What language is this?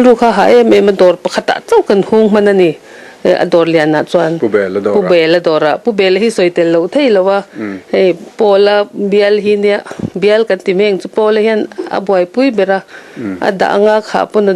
Mizo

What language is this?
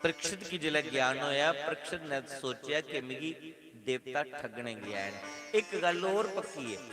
Dogri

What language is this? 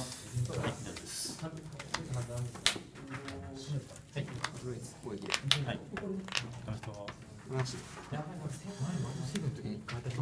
Japanese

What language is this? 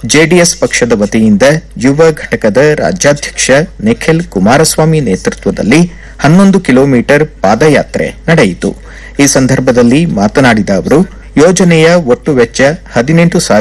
Kannada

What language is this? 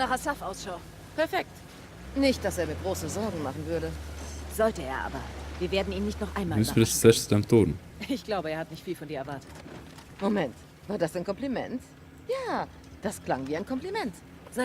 Swiss German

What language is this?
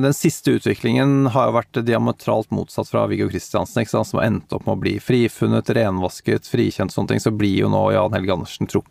Norwegian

